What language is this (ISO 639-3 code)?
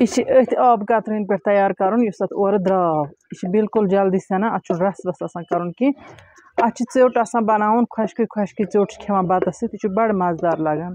kas